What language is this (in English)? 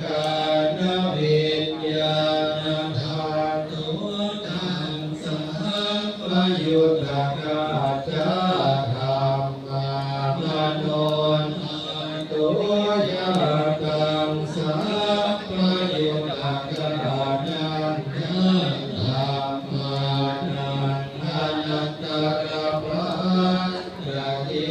Pali